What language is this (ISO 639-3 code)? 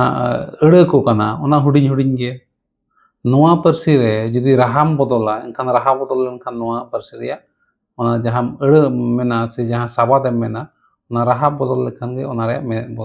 sat